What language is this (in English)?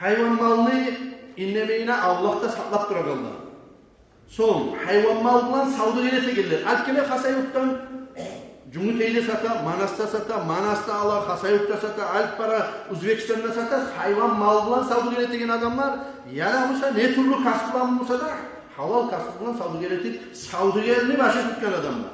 Kumyk